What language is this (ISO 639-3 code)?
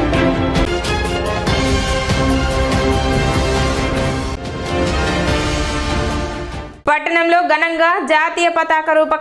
tel